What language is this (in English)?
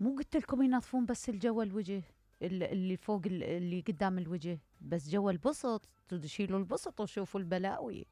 Mesopotamian Arabic